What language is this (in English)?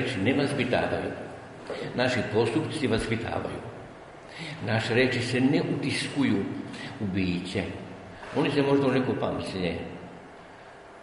Serbian